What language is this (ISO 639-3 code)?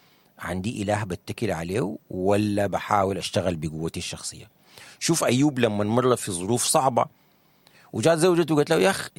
apd